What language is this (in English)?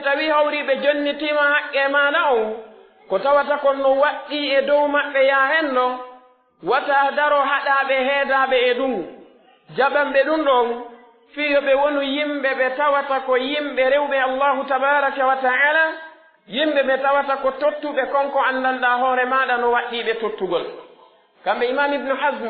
Pular